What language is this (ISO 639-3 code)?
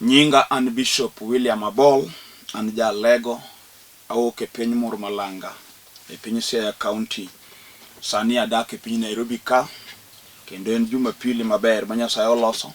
luo